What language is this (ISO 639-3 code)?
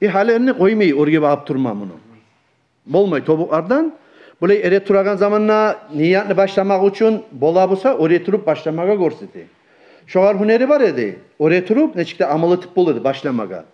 kum